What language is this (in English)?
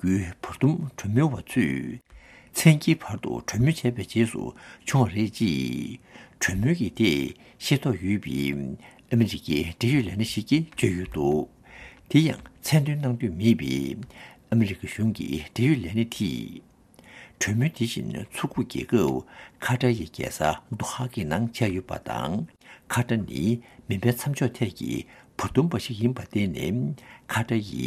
Tibetan